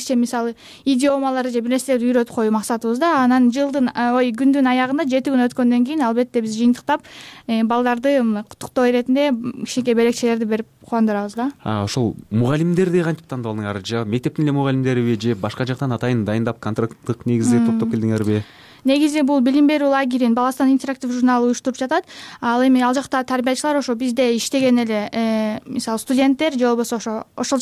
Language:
Kyrgyz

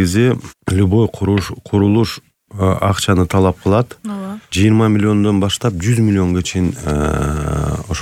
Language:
Kyrgyz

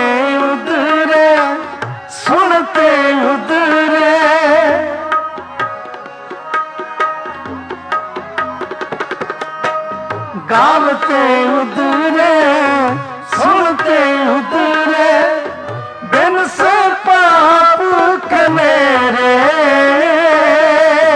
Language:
Punjabi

